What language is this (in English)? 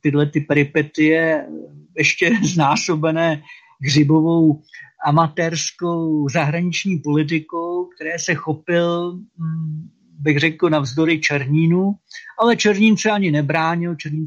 Czech